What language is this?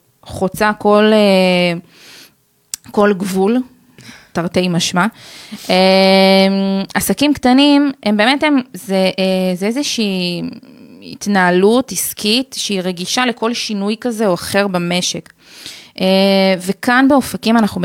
Hebrew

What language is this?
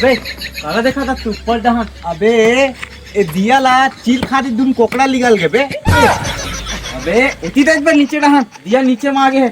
Chhattisgarhi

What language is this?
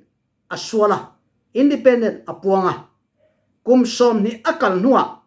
Falam Chin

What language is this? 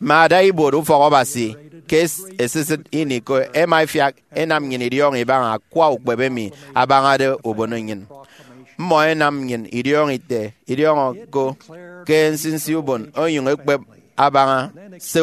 Efik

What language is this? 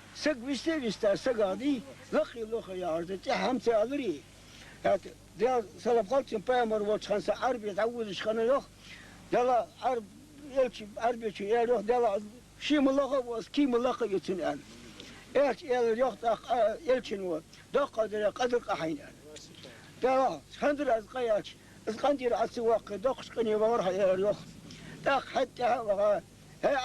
Ingush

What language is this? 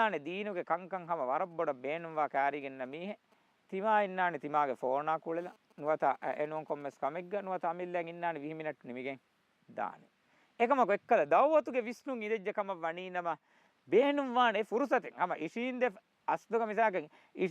Divehi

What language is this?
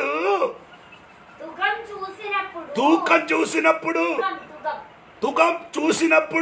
Telugu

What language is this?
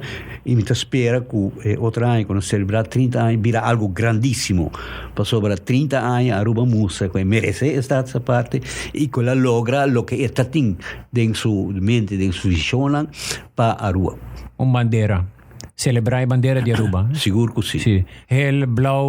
Papiamento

